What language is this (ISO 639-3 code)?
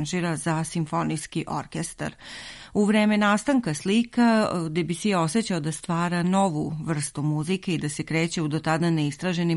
srp